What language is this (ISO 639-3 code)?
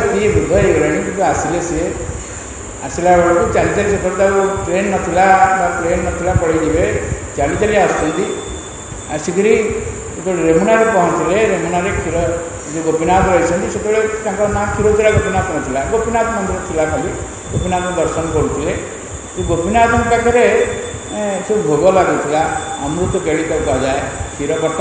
ori